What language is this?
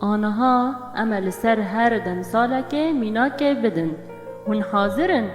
Kurdish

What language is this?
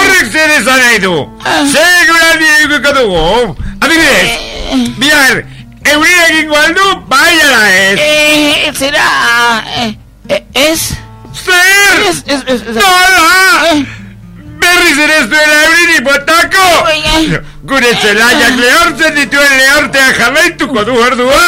Basque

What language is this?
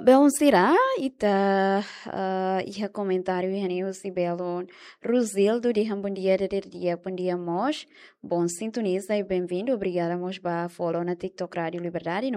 Tetum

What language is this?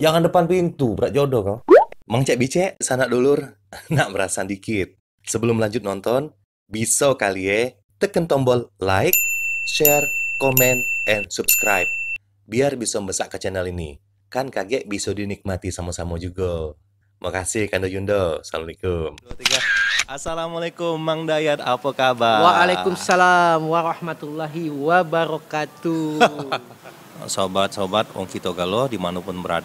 Musi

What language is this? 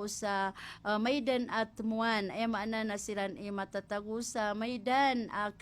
Maranao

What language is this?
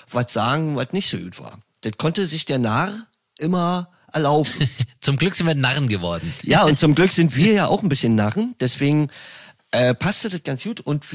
German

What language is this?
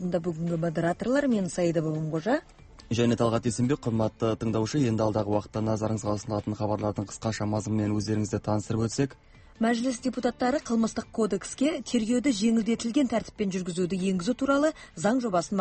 Kazakh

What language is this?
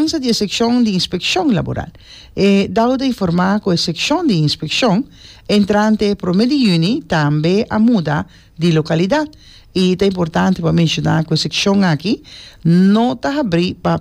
Papiamento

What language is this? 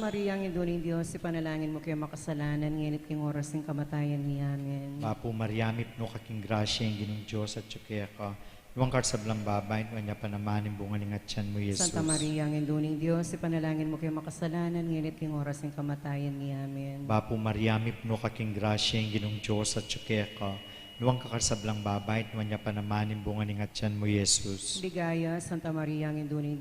Pampanga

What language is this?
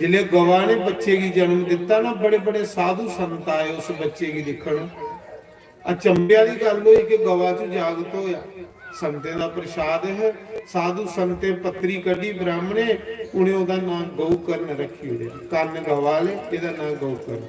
Dogri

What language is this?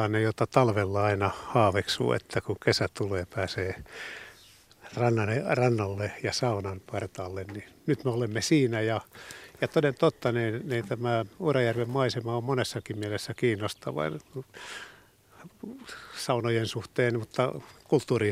Finnish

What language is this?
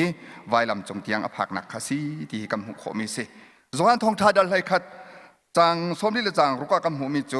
Hakha Chin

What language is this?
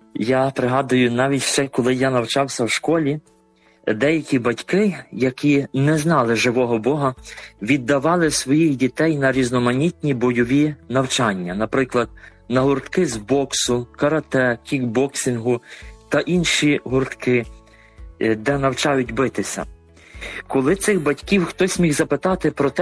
Ukrainian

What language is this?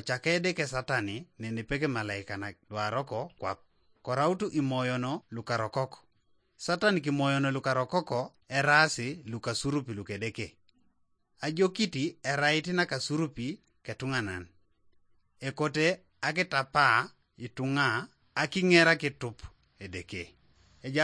Teso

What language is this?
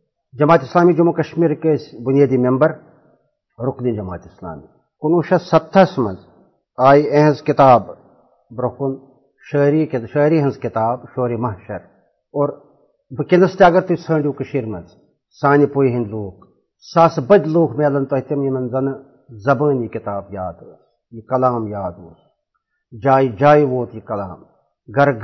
Kashmiri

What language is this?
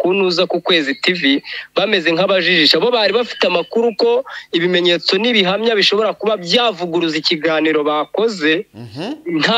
Kinyarwanda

